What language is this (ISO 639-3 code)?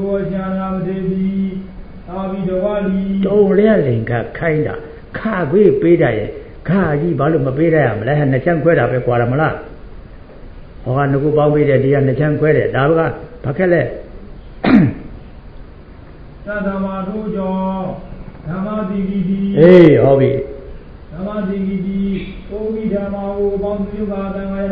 mya